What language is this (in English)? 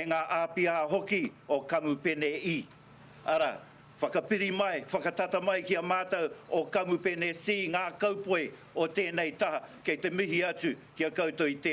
Māori